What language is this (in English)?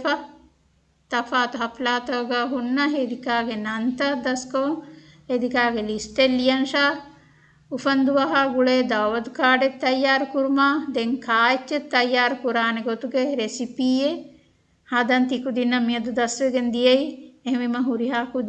Divehi